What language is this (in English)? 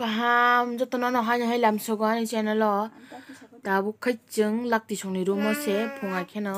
Kok Borok